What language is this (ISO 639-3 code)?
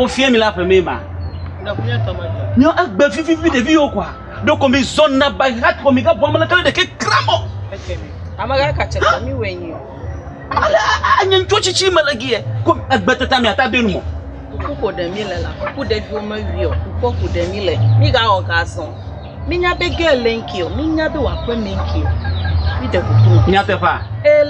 ewe